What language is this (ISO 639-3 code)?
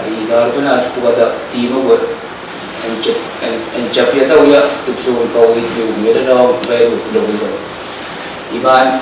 pon